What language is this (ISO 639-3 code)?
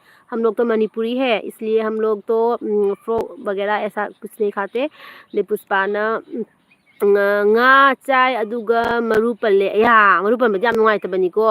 mni